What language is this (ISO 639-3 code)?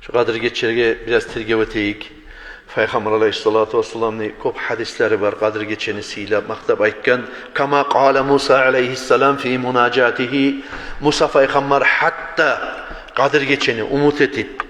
kum